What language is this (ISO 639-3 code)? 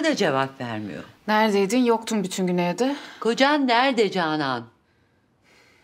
tur